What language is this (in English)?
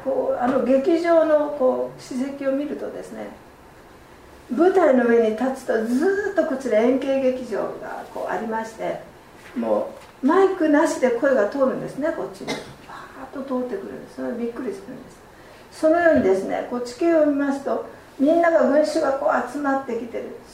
Japanese